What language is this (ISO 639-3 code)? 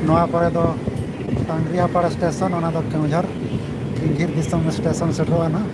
sat